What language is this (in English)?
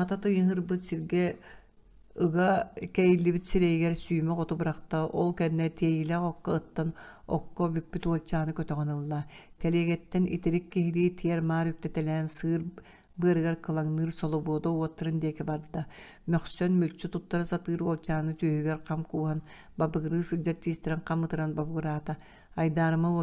Yakut